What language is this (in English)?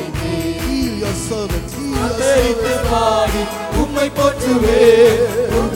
Tamil